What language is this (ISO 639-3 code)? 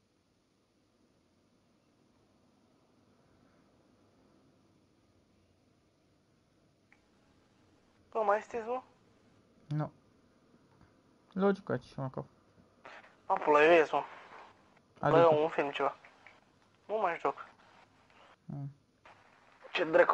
ron